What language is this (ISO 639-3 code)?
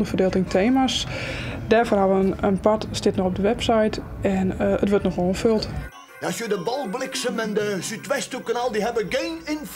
fry